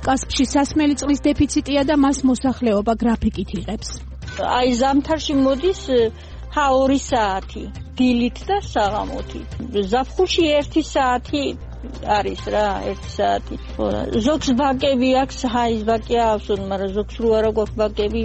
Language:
Georgian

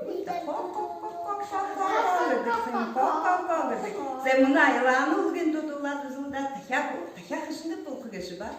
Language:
Buriat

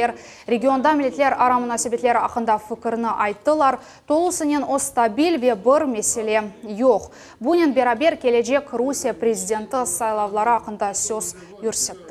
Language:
Crimean Tatar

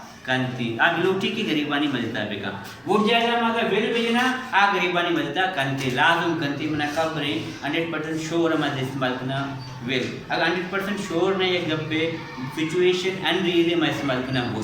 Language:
Baluchi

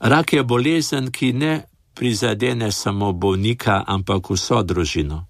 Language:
Slovenian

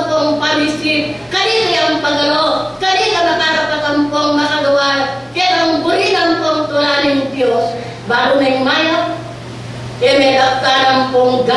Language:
Pampanga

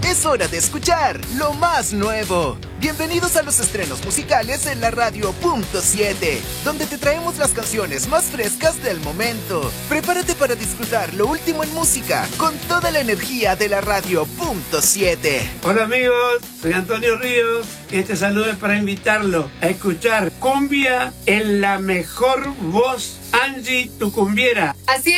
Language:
Spanish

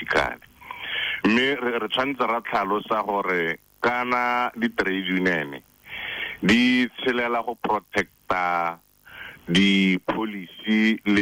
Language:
Tswana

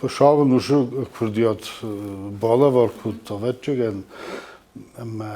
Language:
Ossetic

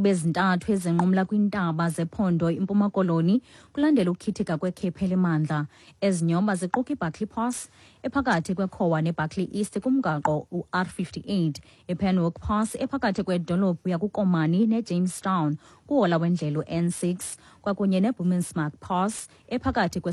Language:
Xhosa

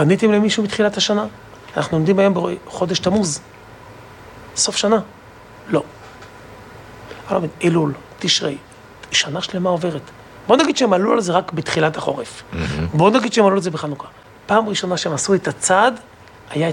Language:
Hebrew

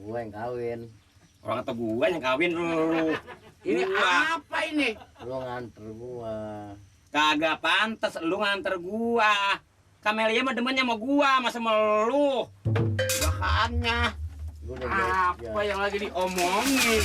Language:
Betawi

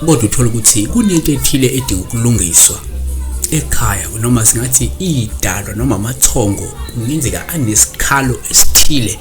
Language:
Zulu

